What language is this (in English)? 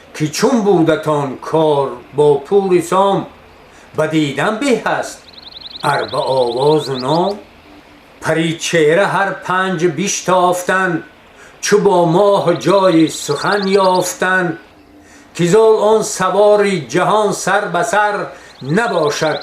Tajik